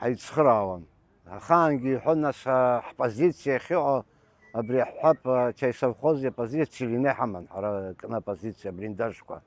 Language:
Abkhazian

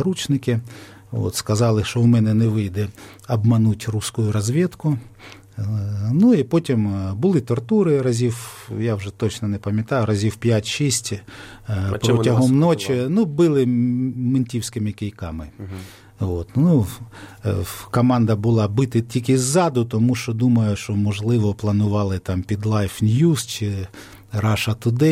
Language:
Ukrainian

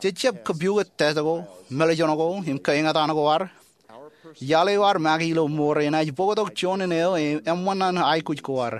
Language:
Marshallese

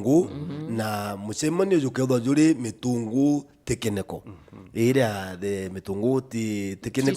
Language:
Meru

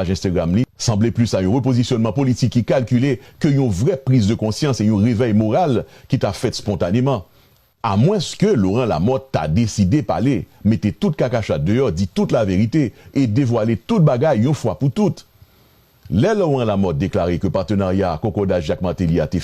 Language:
Haitian Creole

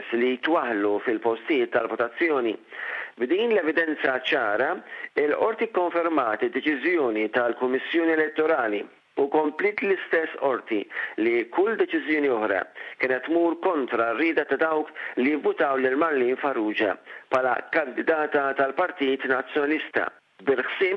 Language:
Maltese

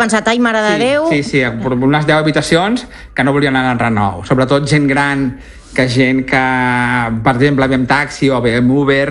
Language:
Catalan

